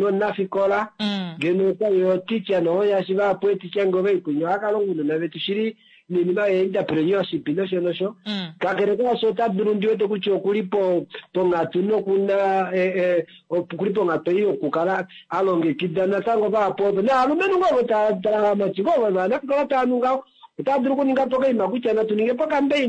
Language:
Kuanyama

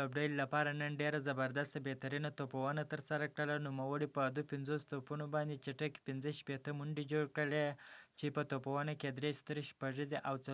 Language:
Pashto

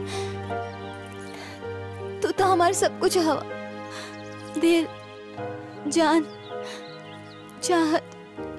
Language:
Bhojpuri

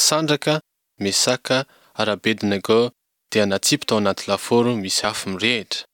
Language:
Malagasy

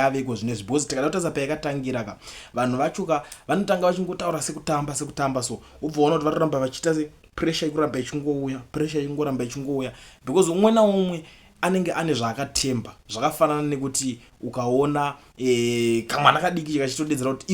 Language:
Shona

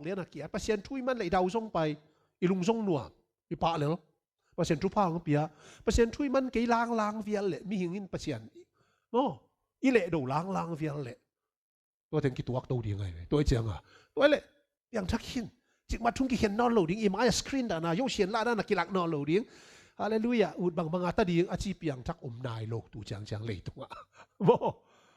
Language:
Tedim Chin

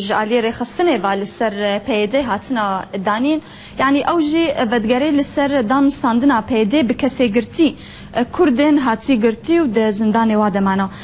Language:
Kurdish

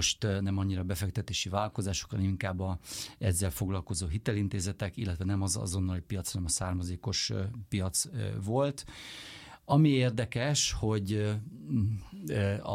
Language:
Hungarian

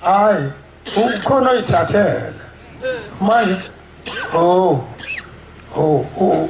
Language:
Zulu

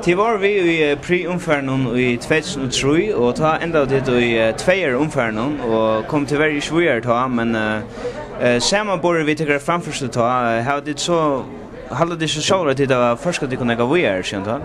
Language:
Faroese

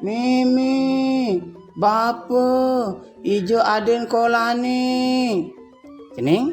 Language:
Balinese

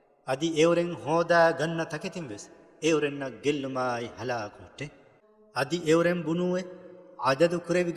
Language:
Divehi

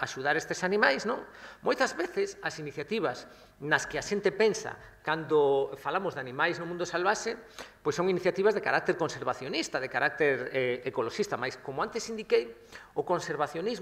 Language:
Galician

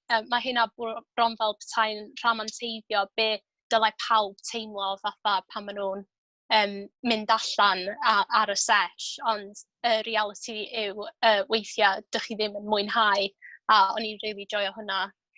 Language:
Welsh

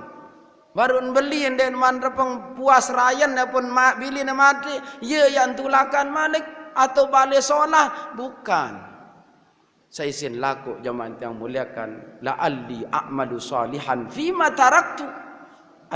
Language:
Sasak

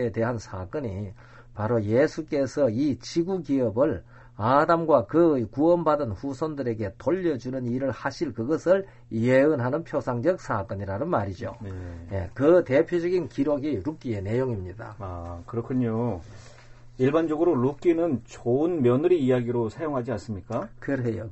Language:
Korean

